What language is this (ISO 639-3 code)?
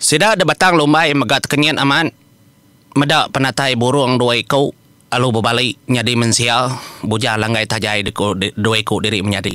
iba